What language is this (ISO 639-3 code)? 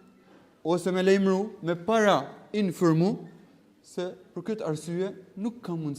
sqi